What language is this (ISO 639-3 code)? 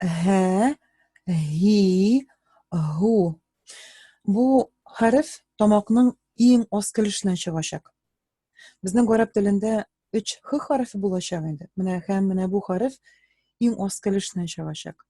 tat